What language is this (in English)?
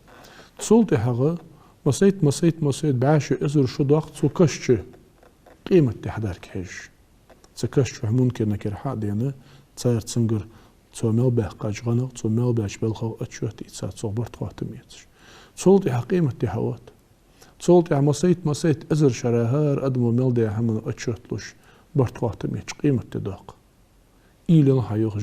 Ingush